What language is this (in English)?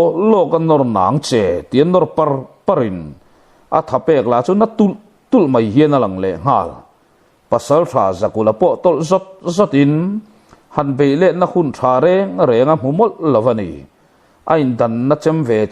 Mizo